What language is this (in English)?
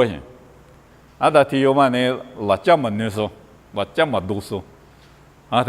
Lisu